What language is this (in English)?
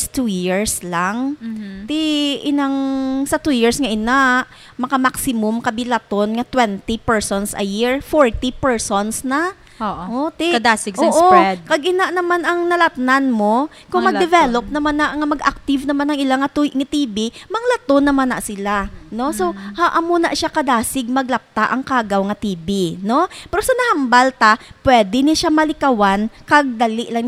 Hiligaynon